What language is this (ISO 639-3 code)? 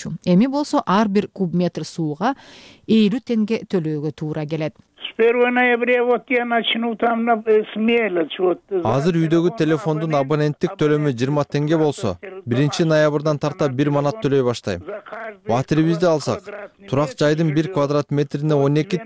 kir